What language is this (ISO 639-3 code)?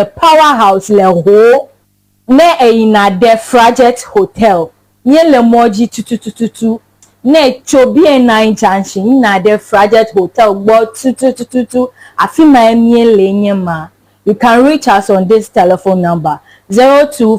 ewe